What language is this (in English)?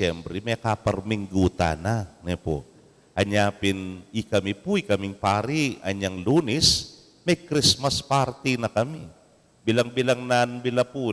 Pampanga